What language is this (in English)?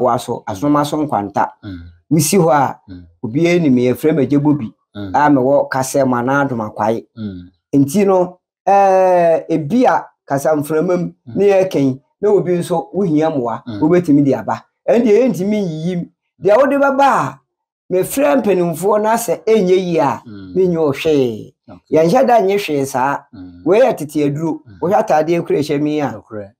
Akan